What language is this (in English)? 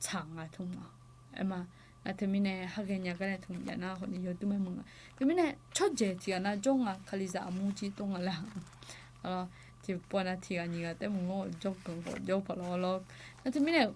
Akha